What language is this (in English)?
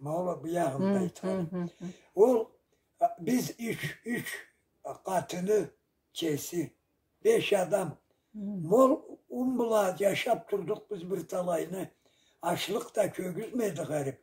Karachay-Balkar